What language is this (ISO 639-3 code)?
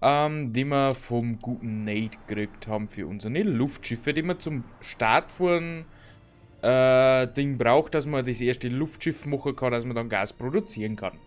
bar